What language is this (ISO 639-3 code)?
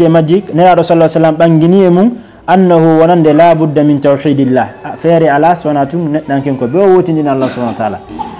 ful